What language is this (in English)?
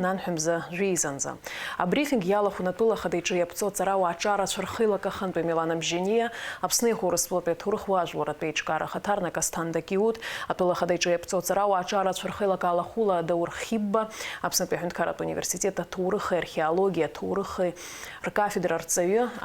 Abkhazian